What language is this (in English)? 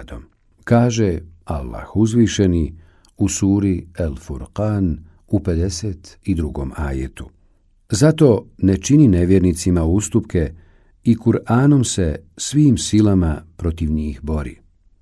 Bosnian